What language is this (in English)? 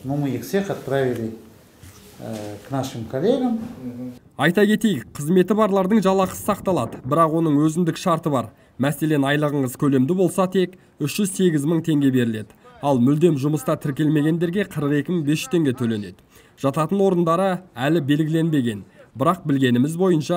Kazakh